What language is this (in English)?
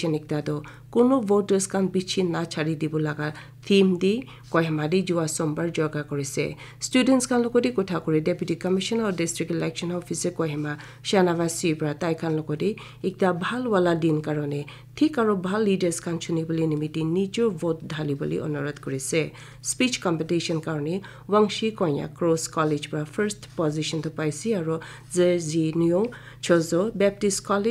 Naga Pidgin